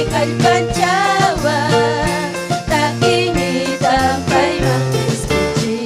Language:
Ayacucho Quechua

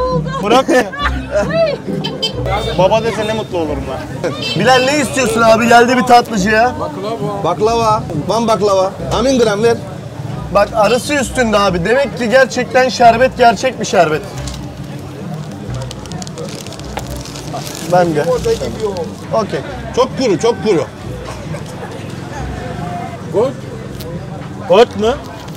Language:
Turkish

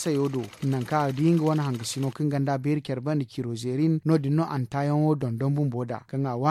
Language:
Zarma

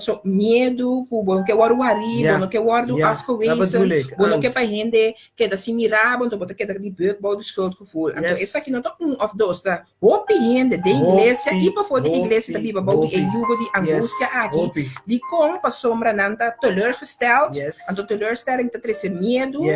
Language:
Papiamento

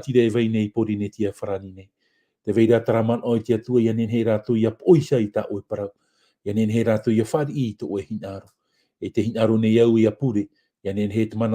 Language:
Tahitian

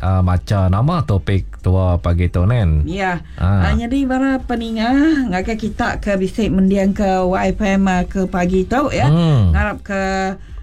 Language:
Iban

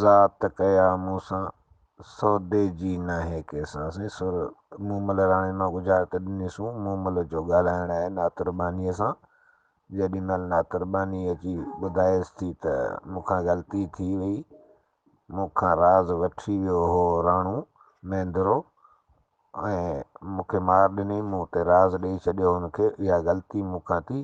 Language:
Sindhi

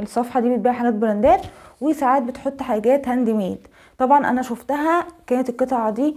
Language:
Egyptian Arabic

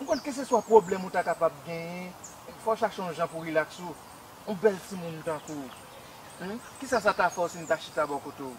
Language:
Haitian Creole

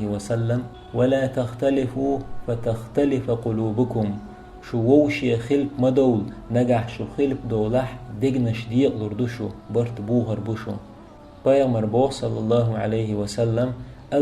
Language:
Chechen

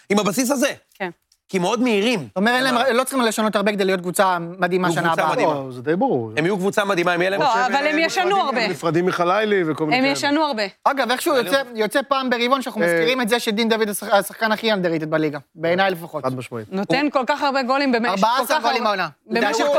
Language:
Hebrew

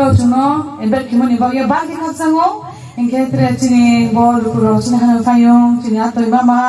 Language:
Riang (India)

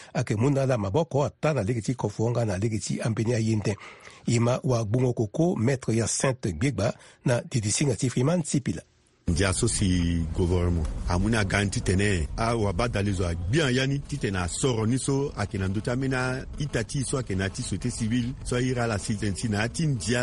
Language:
Sango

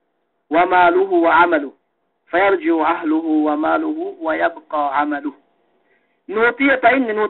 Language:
Yakan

